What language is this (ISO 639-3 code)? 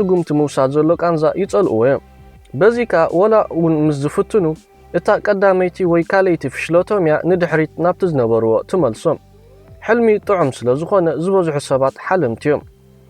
tir